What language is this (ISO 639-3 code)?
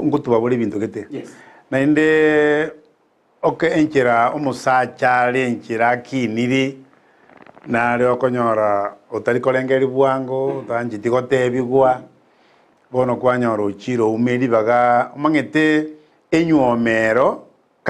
guz